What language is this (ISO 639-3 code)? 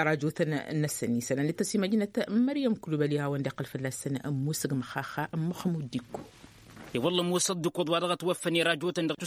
taq